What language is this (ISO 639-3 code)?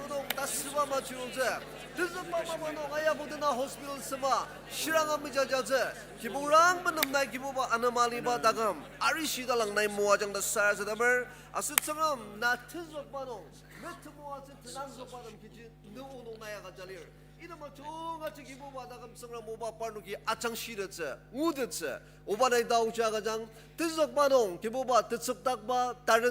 njo